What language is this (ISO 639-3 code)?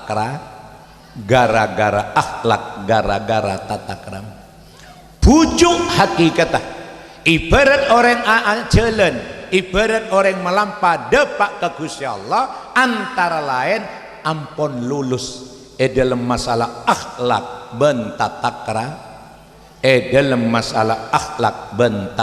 mad